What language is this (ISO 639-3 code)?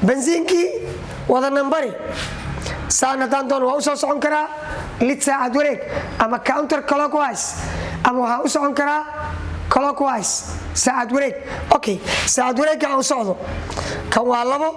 som